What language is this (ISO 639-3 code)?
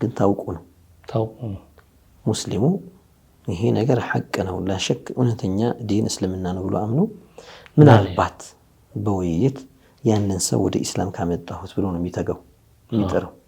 amh